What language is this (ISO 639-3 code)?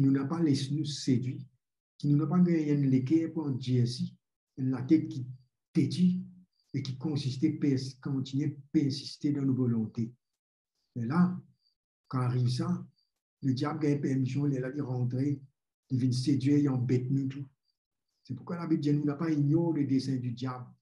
mfe